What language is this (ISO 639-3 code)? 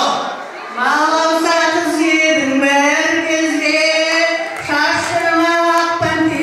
kaa